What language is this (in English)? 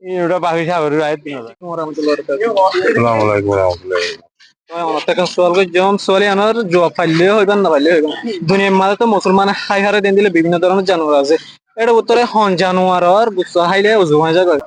Rohingya